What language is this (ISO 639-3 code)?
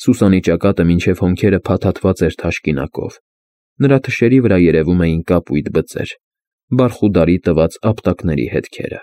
hye